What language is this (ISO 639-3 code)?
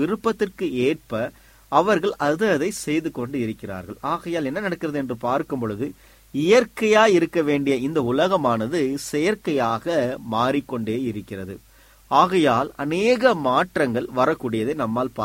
tam